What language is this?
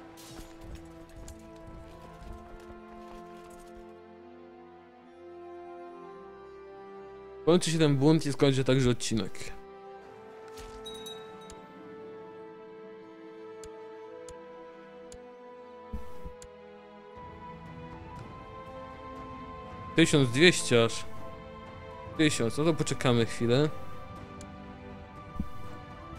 Polish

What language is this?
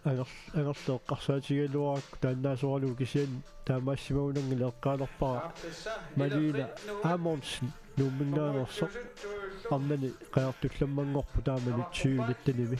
Kalaallisut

